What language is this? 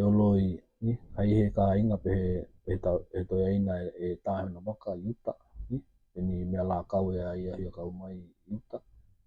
Tokelau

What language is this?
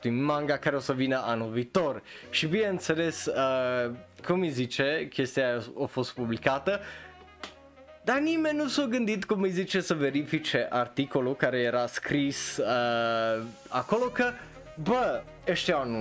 Romanian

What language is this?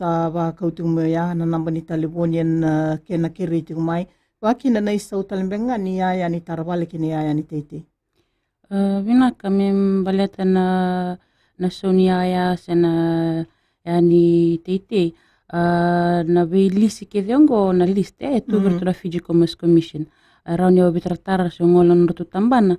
Fijian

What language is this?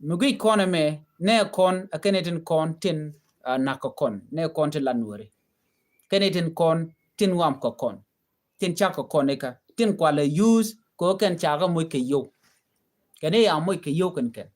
Nuer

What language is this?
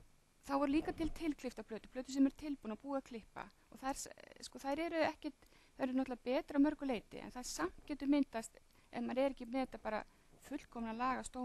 Icelandic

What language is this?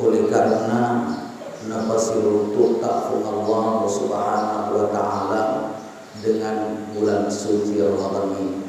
Buginese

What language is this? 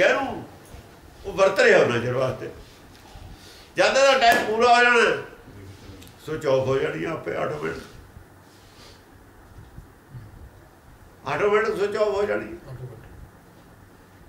Punjabi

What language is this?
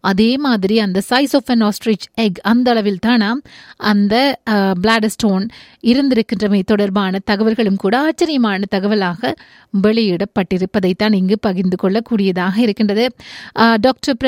Tamil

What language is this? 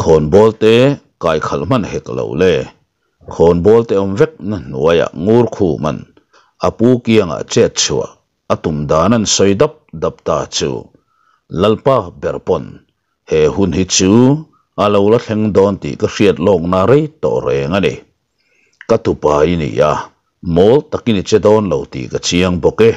Mizo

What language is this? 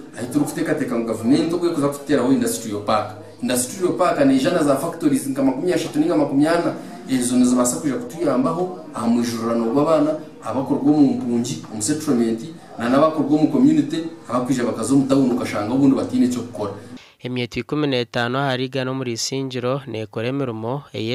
Nyankole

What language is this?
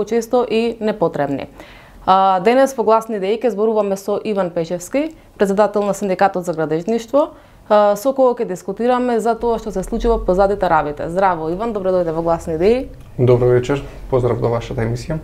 Macedonian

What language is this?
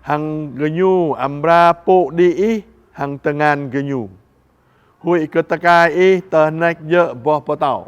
Jarai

